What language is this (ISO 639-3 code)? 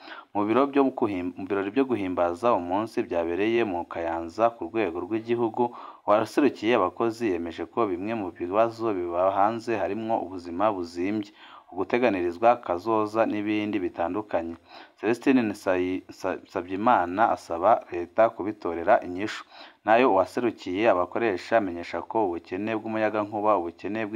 run